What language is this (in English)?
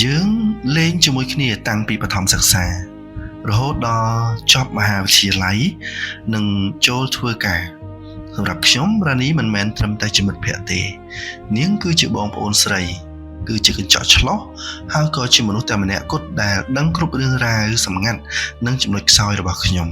Khmer